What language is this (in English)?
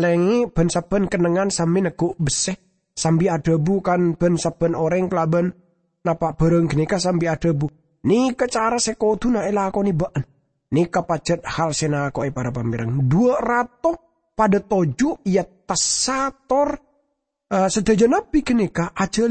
Madurese